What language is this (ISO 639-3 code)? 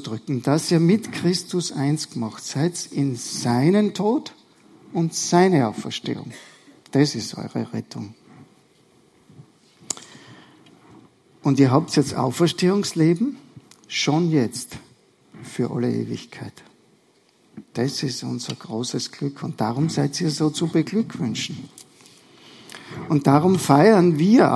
deu